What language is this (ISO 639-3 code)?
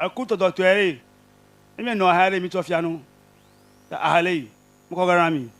ewe